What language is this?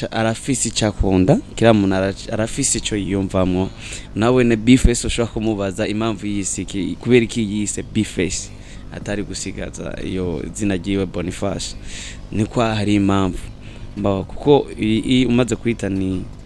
Rundi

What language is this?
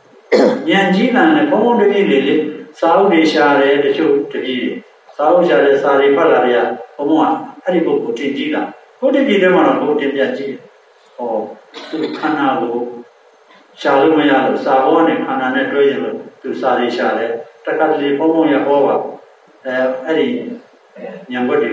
Burmese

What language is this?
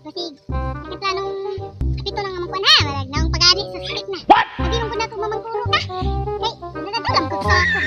Cebuano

